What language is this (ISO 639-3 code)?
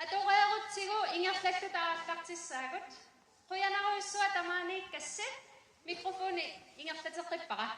kal